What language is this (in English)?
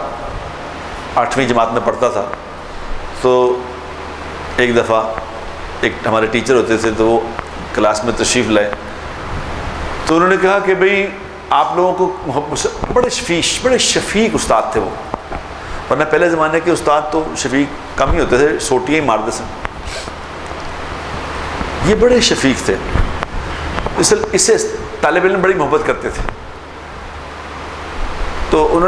Urdu